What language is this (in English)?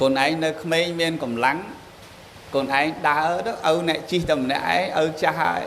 Khmer